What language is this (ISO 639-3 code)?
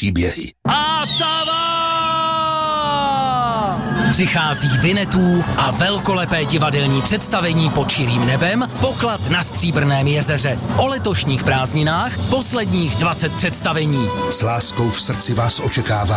ces